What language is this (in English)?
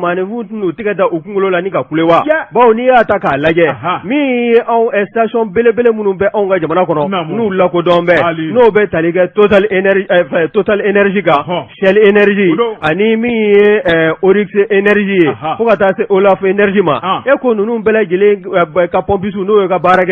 Bambara